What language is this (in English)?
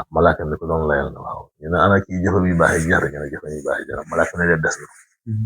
Wolof